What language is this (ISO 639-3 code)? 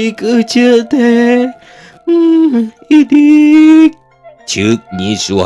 sun